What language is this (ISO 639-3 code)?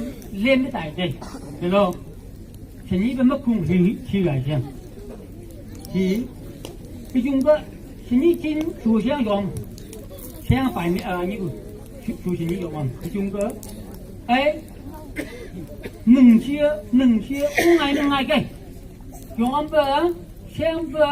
nph